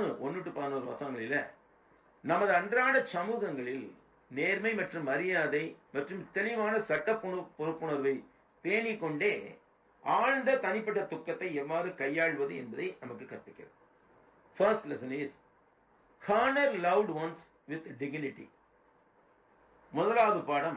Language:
Tamil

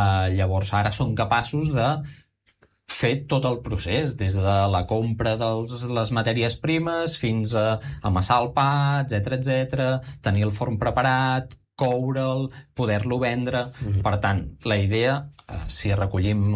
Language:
Catalan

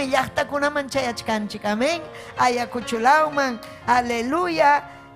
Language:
Ayacucho Quechua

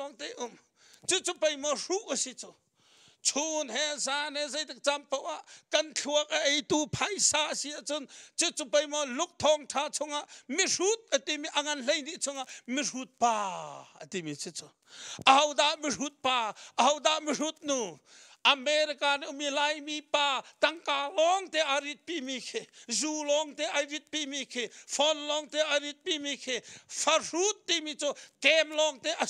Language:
Hakha Chin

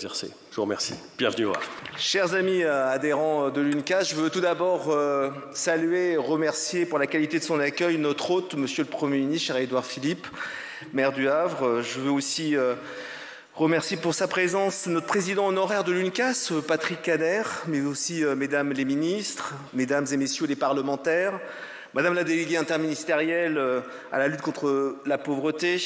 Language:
French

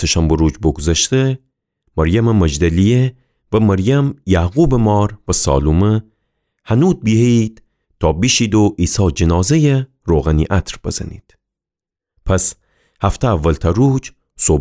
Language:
Gilaki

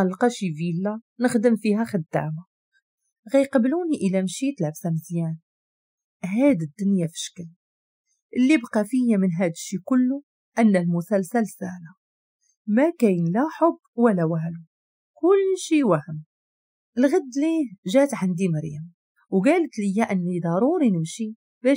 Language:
Moroccan Arabic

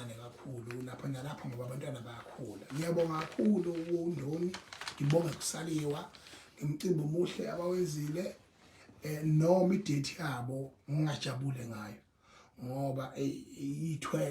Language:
Zulu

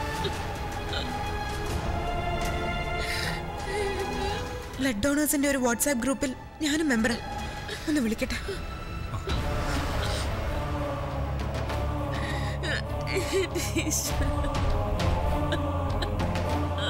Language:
Malayalam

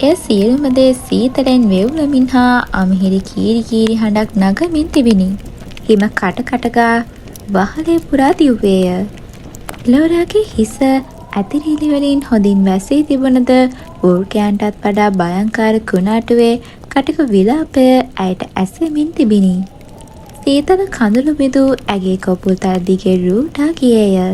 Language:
Sinhala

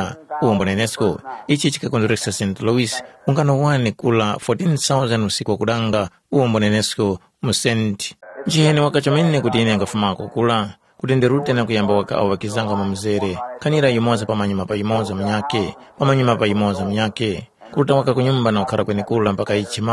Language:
Tumbuka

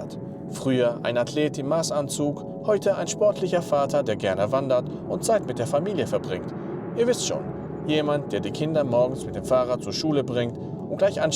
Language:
Swiss German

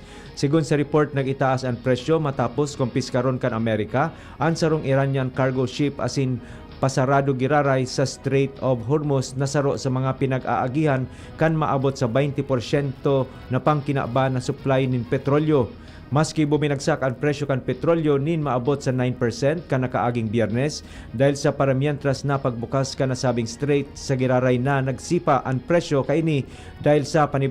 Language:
Bikol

